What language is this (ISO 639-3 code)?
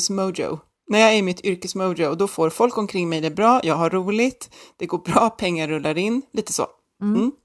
swe